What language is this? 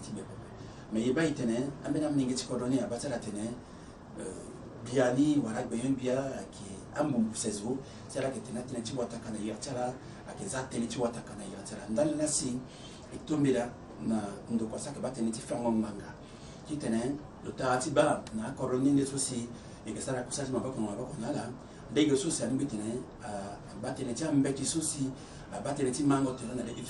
Sango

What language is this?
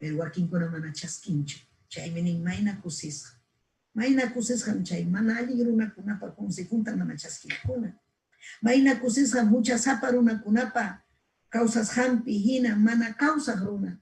Ayacucho Quechua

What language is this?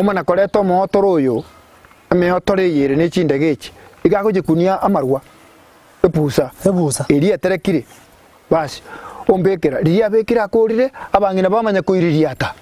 Gusii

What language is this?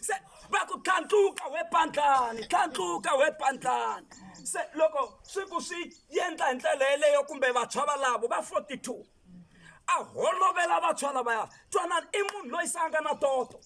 Tsonga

